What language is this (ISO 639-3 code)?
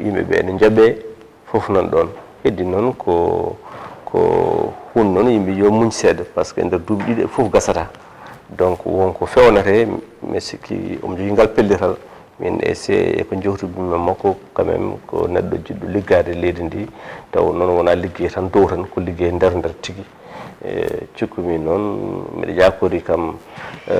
ful